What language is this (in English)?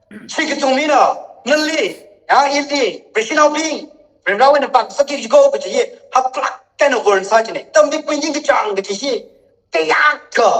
Tangkhul Naga (India)